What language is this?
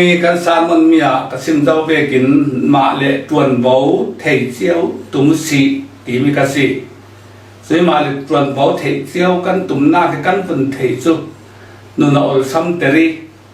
Falam Chin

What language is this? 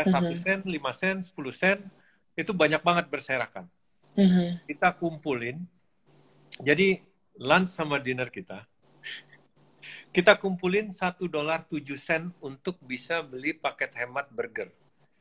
Indonesian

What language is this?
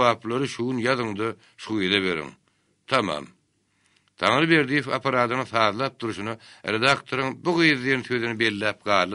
Turkmen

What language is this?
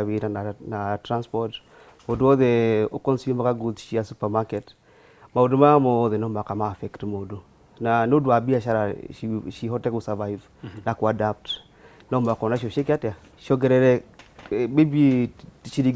Kikuyu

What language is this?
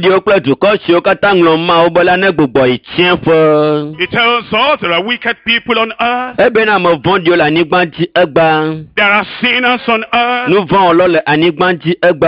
Ewe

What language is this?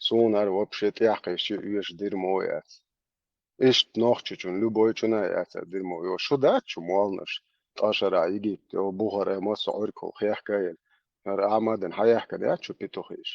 Chechen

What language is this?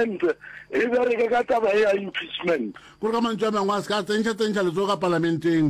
Northern Sotho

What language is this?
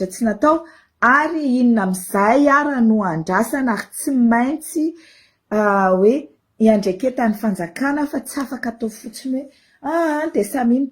Malagasy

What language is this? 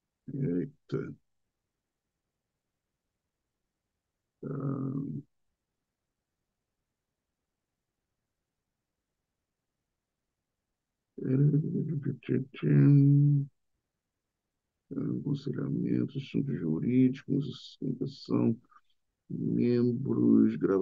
Portuguese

